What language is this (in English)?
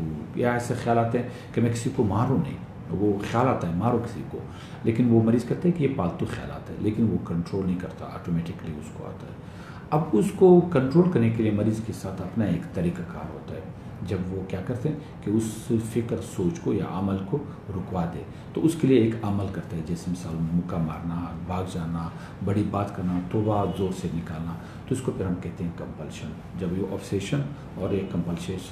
Urdu